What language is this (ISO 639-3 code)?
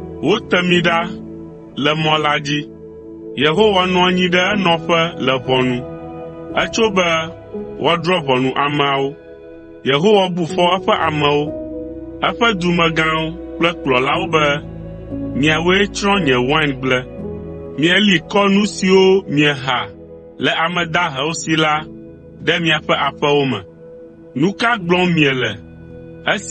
ewe